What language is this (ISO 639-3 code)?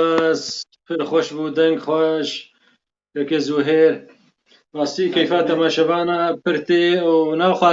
kur